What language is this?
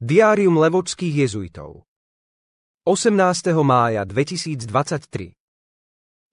Slovak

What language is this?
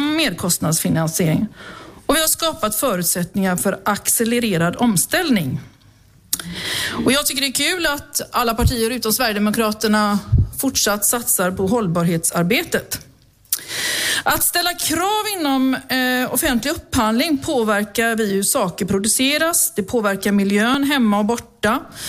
Swedish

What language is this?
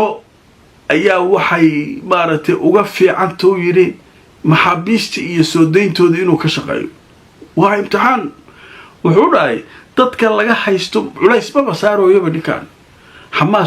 Somali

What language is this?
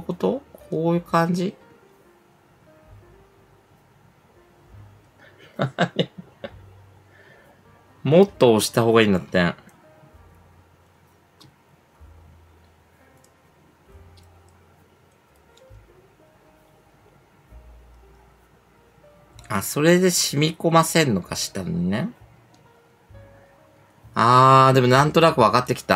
Japanese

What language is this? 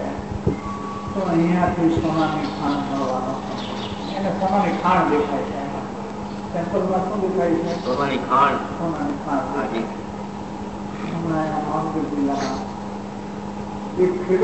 Gujarati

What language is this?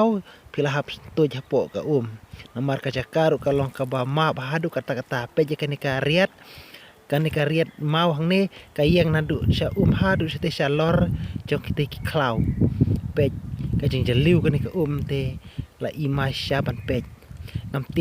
Khasi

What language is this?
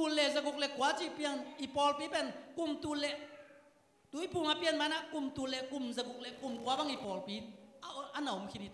Tedim Chin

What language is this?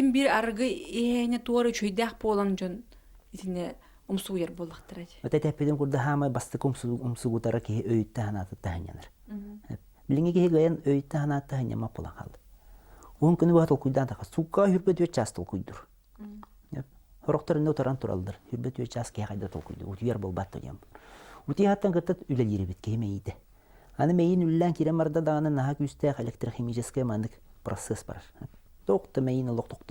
Yakut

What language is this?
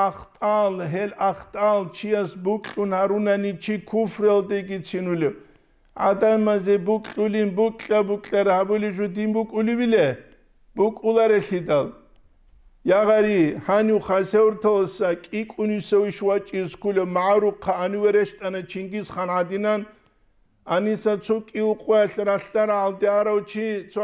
Avaric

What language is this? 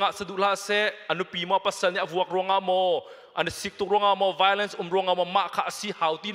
Hakha Chin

